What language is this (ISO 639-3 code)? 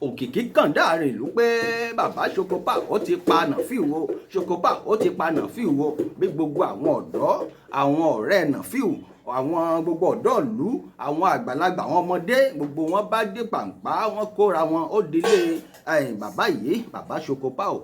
yor